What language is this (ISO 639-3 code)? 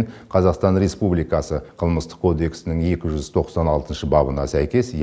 kaz